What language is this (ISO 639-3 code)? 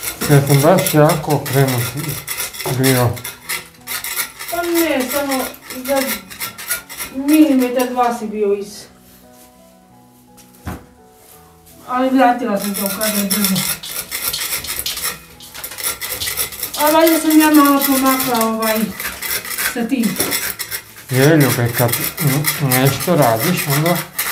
hrv